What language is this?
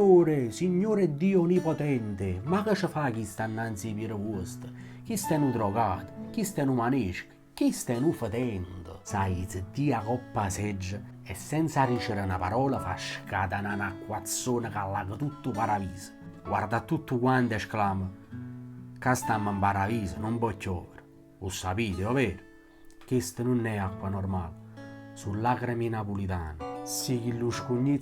Neapolitan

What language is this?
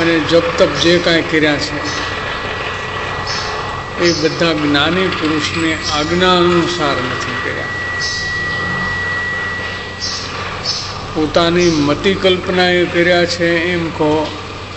Gujarati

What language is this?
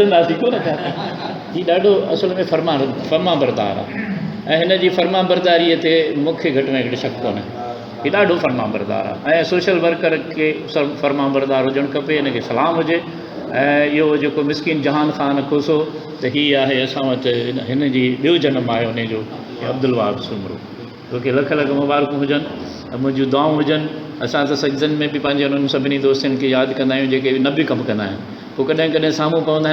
Sindhi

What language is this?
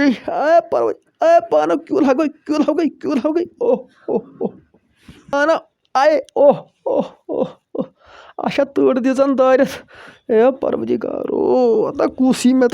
Kashmiri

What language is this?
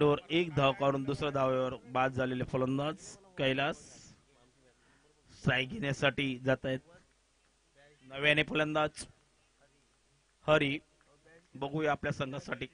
Marathi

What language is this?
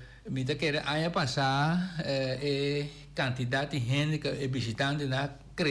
Papiamento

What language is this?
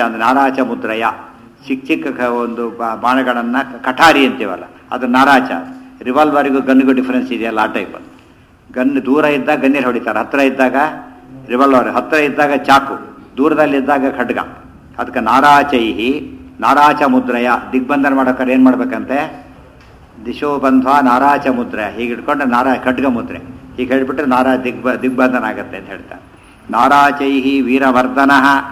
Kannada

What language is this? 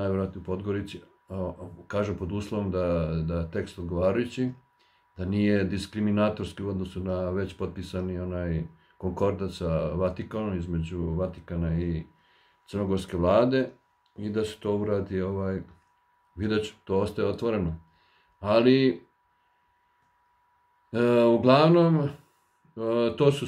Serbian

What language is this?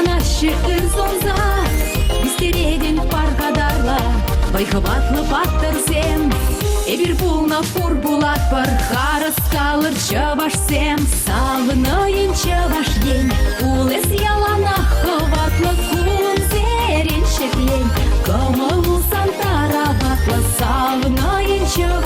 Chuvash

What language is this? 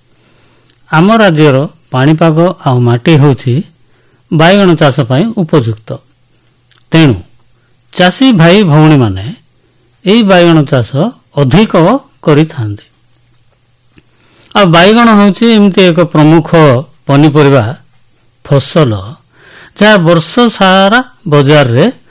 Odia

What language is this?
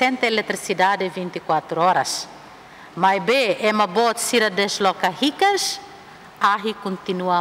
Tetum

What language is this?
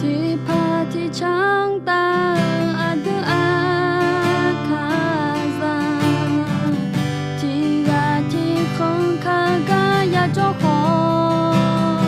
Akha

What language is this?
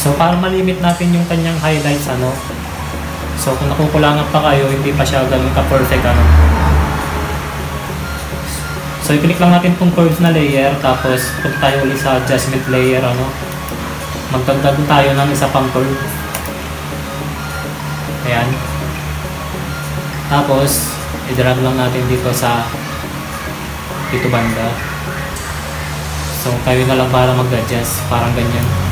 Filipino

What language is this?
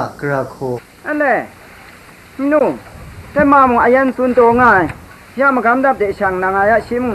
Kachin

